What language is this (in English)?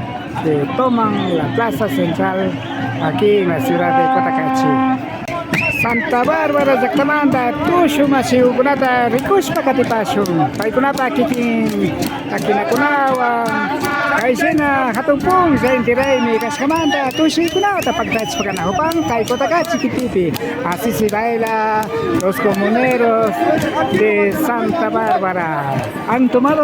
Imbabura Highland Quichua